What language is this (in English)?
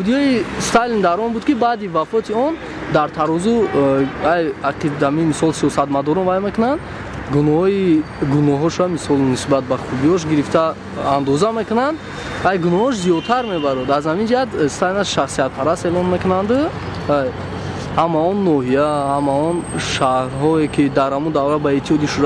Tajik